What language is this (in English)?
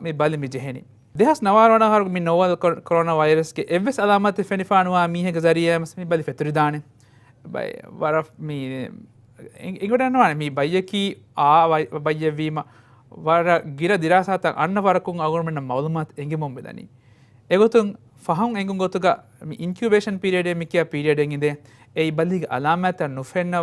Divehi